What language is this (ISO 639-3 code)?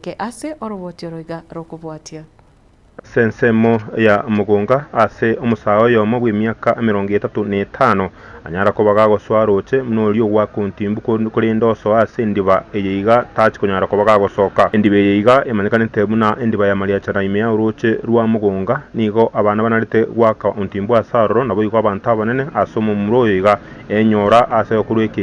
guz